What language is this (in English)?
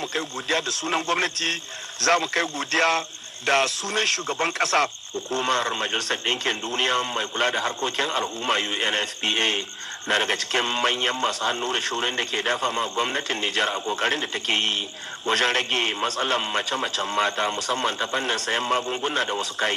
Hausa